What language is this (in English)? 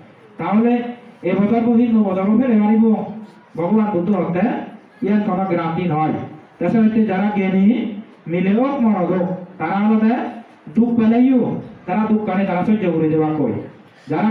Chakma